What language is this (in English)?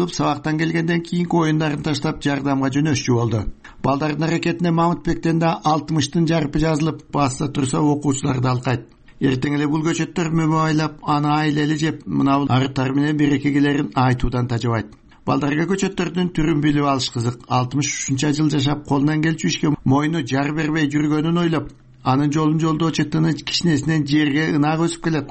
Kyrgyz